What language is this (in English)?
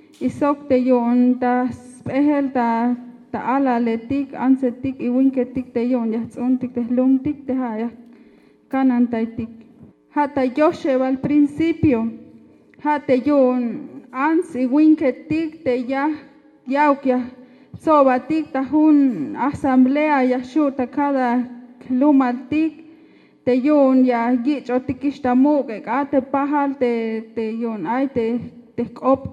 Tzeltal